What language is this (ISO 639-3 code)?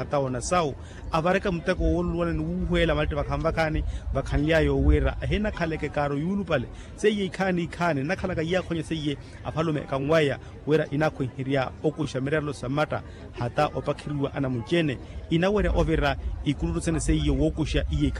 vmw